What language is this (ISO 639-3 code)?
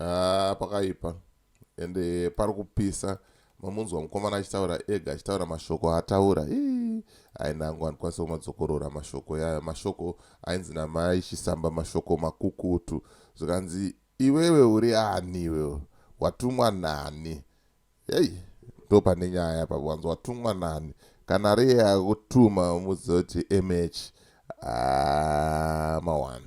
sna